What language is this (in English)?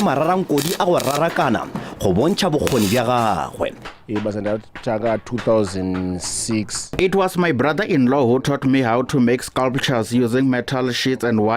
Northern Sotho